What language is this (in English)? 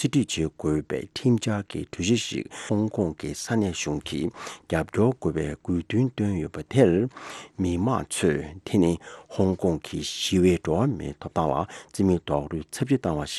Tibetan